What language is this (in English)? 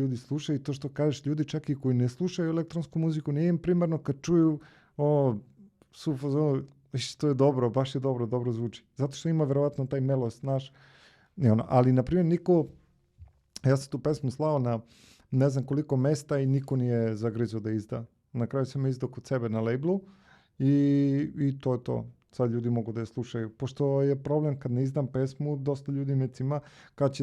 Macedonian